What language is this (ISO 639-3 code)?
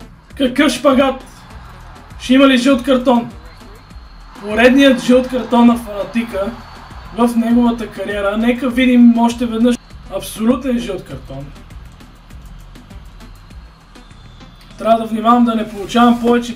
bul